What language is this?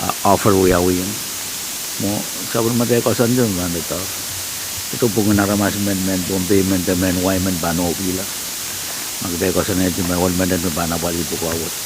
Pohnpeian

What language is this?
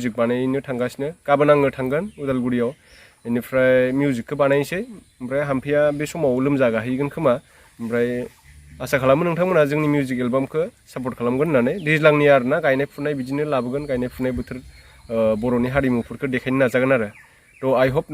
Bodo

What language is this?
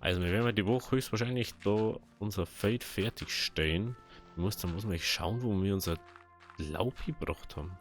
Bavarian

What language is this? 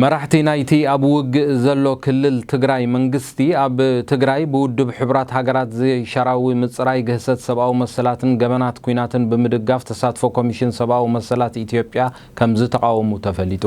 Tigrinya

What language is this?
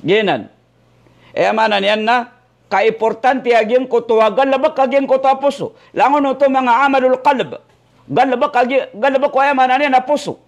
Maranao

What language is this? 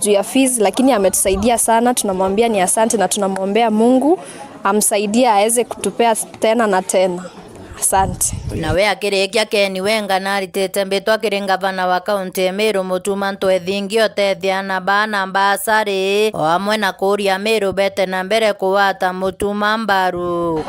Meru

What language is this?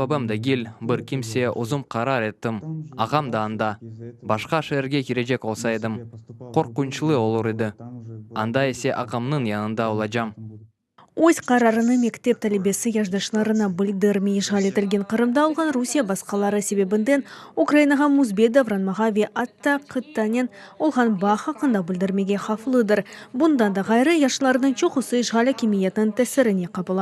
Crimean Tatar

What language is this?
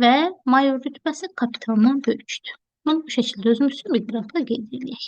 Azerbaijani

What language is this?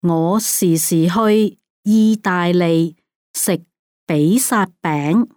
Cantonese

